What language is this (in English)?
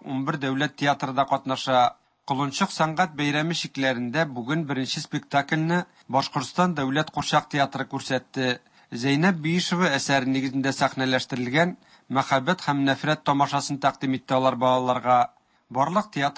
Tatar